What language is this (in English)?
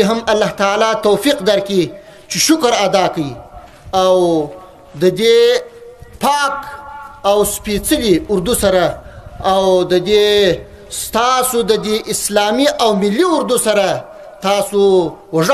Pashto